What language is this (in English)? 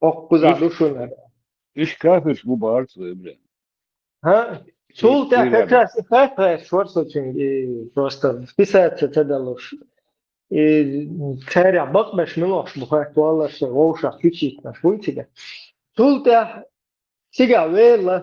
Chechen